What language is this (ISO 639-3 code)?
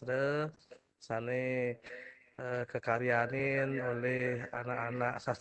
ban